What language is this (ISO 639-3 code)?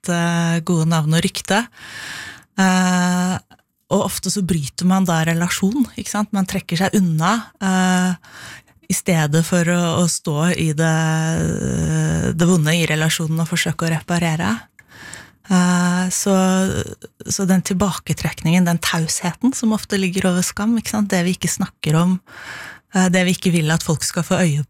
nor